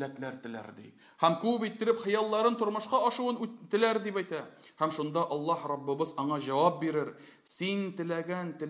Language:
Tatar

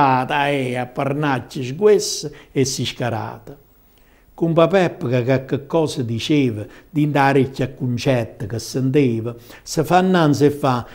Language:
Italian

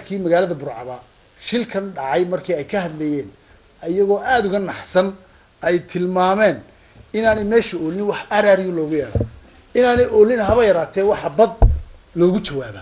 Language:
Somali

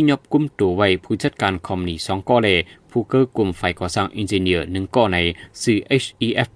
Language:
Shan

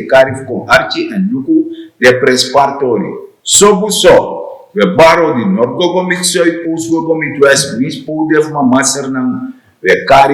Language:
Sranan Tongo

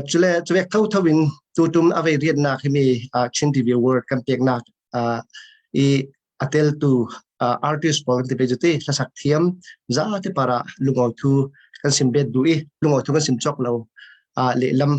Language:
Falam Chin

